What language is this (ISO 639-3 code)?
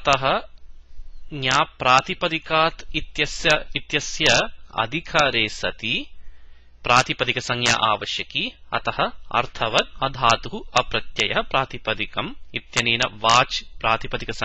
san